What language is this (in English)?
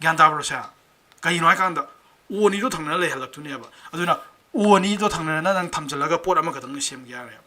Manipuri